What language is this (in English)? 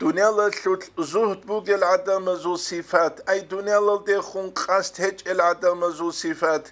Avaric